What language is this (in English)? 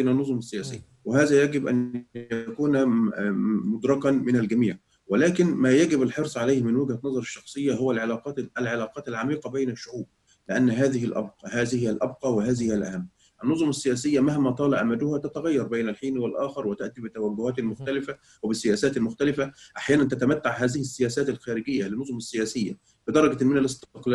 Arabic